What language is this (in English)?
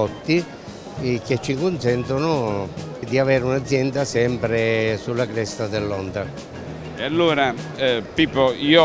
Italian